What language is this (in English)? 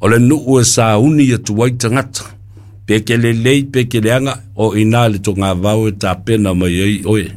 Samoan